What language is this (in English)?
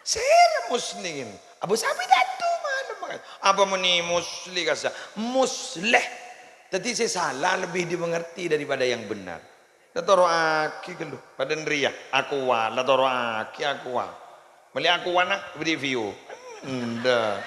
Madurese